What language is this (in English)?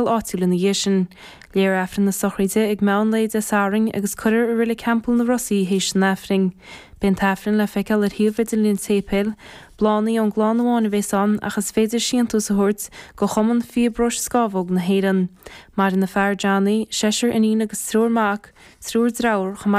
Irish